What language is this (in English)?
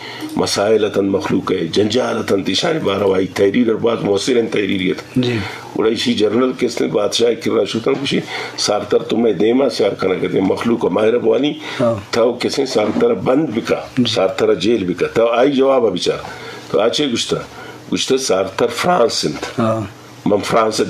Eastern Balochi